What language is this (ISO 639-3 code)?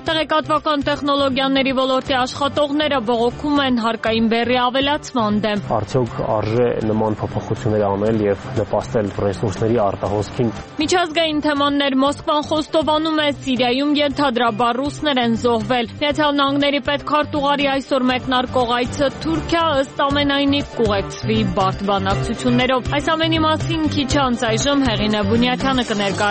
hye